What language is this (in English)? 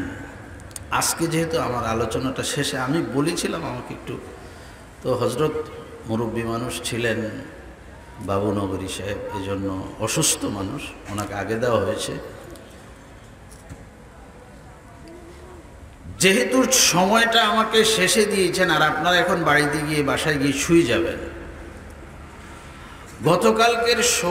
Bangla